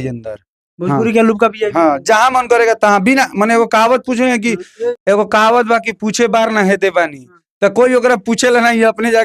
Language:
Bhojpuri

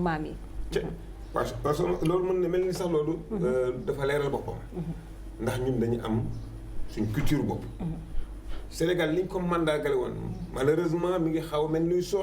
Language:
Wolof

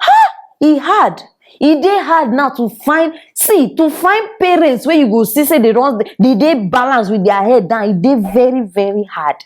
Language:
Nigerian Pidgin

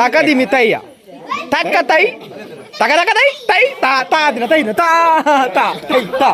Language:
Tulu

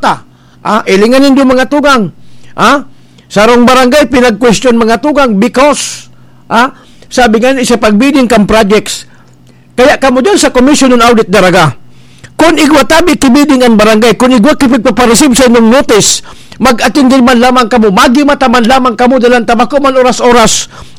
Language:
Bikol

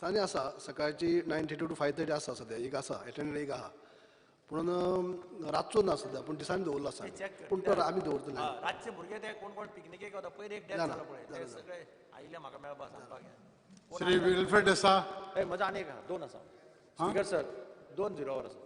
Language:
Konkani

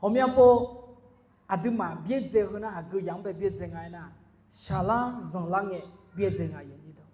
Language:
Akha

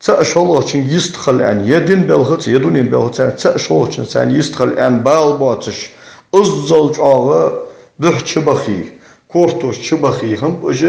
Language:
Ingush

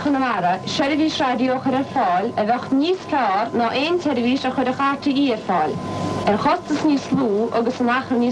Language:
Irish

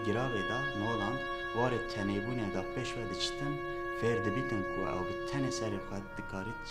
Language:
Kurdish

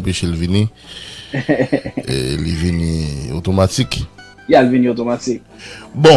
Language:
Haitian Creole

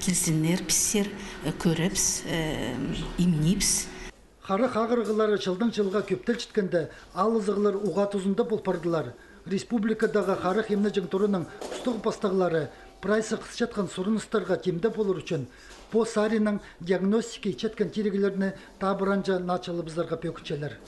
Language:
Khakas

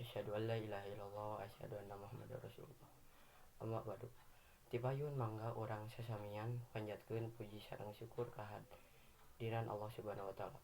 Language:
Sundanese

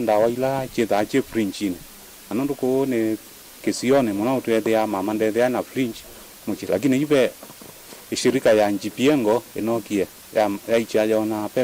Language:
Kamba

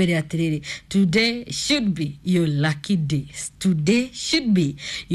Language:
Kikuyu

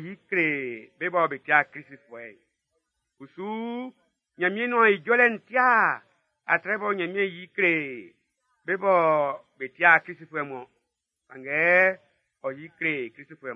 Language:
Baoulé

